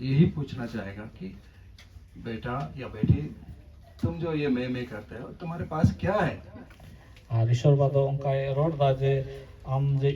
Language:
Santali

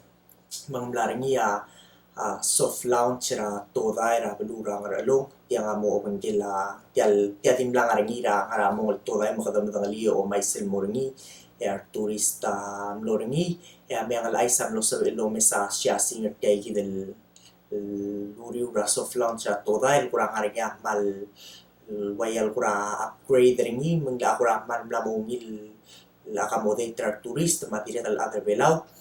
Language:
Palauan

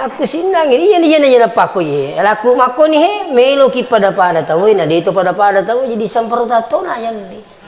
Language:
Buginese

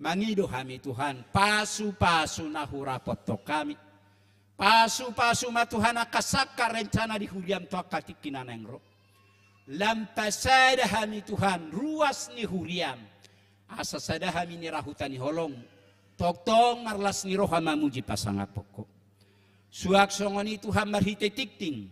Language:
Batak Toba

